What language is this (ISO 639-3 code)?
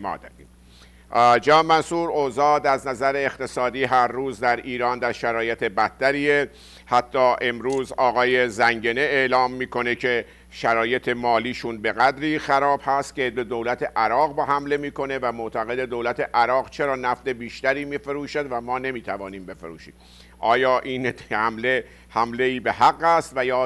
fas